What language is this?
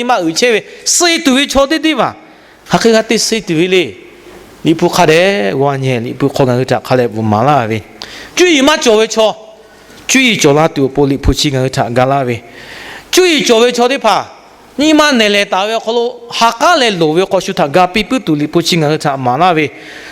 Lahu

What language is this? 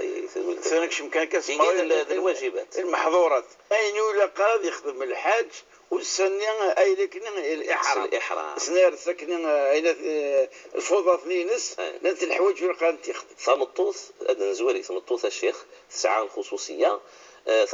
Moroccan Arabic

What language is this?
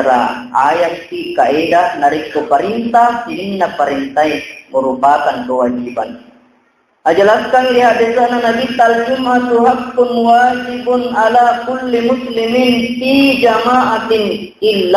Buginese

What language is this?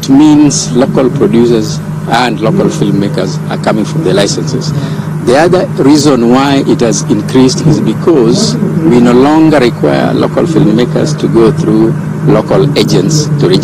Gusii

